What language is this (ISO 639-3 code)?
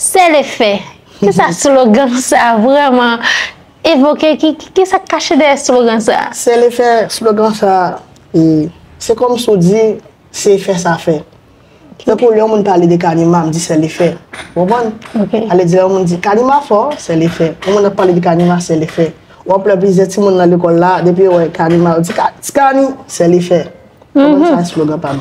hat